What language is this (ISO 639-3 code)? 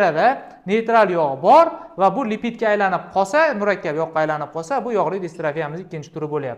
uzb